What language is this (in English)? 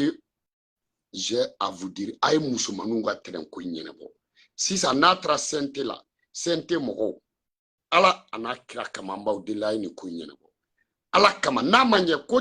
Bambara